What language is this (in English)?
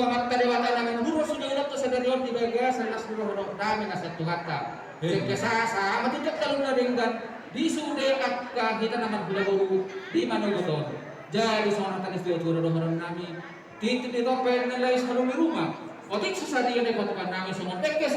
Batak Toba